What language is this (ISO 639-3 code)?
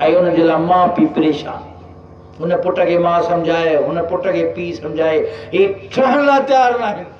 snd